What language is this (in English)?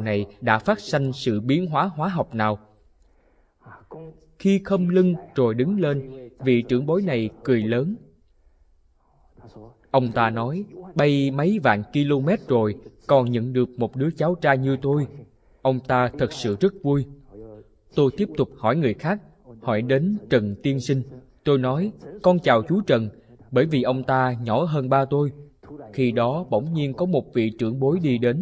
Vietnamese